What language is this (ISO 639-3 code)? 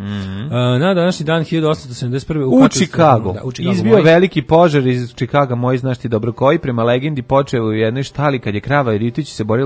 srp